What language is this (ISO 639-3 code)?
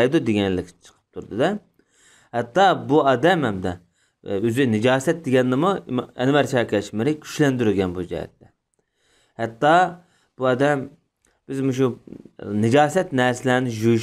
uig